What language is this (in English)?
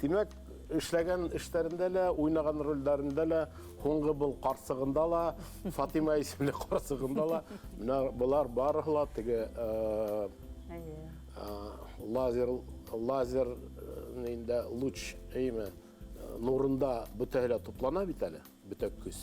Bashkir